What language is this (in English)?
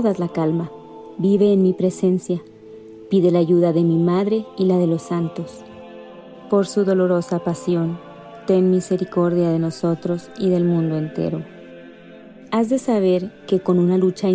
Spanish